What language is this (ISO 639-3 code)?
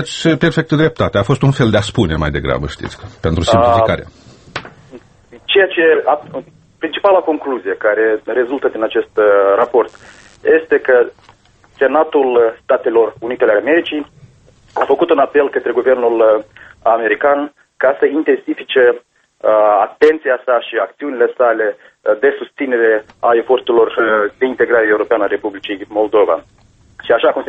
ron